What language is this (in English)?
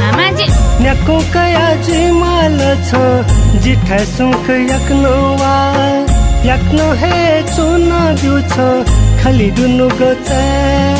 Newari